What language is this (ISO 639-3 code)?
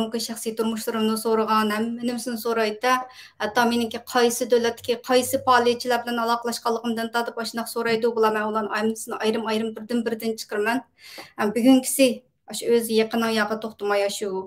uig